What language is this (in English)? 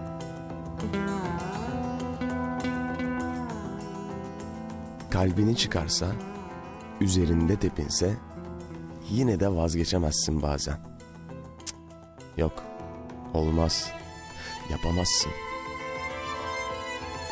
Turkish